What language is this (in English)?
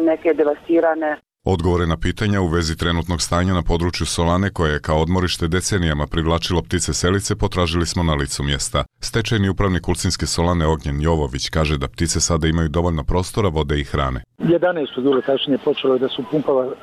Croatian